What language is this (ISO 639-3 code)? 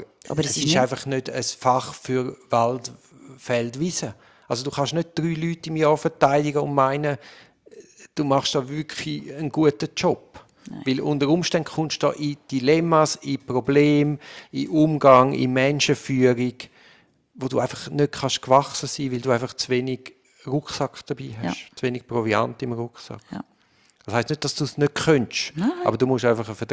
deu